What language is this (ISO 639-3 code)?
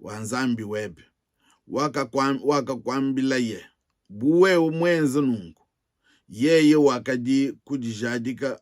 lua